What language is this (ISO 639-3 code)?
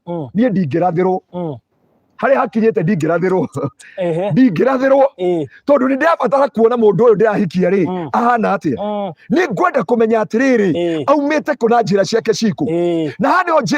kik